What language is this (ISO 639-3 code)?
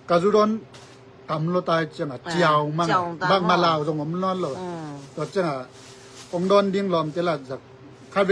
ctd